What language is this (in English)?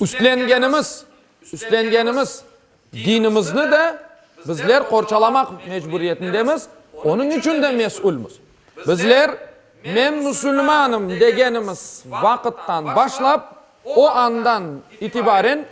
Crimean Tatar